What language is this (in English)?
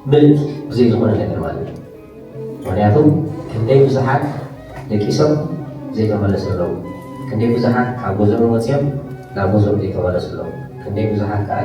Tigrinya